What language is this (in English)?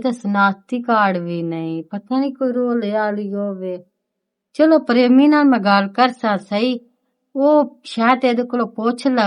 Western Panjabi